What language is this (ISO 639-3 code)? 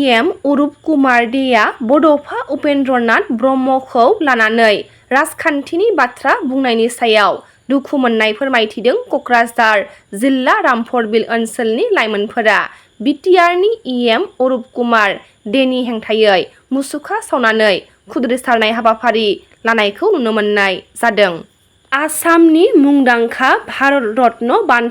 brx